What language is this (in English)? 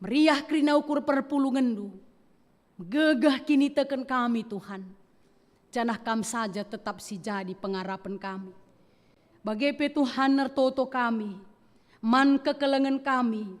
Batak Karo